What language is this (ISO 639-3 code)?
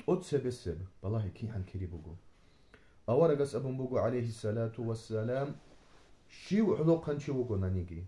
ava